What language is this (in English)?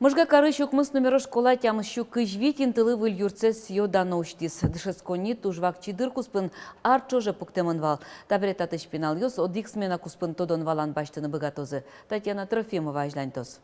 Udmurt